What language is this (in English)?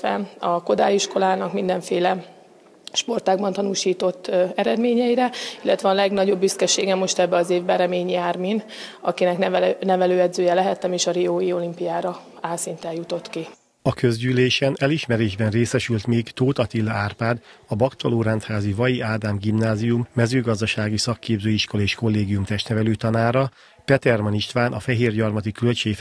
Hungarian